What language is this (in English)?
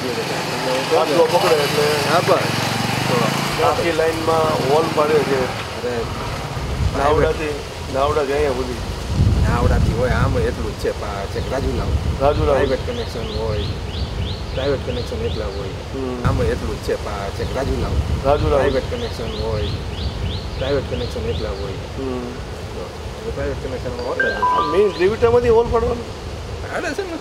Gujarati